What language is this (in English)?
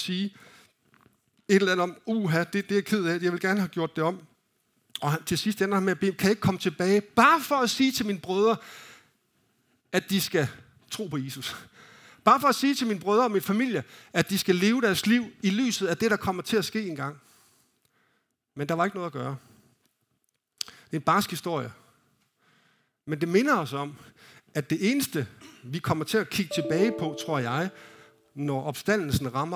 Danish